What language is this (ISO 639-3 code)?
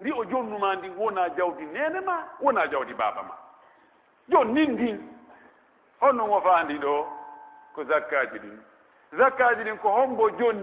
fuf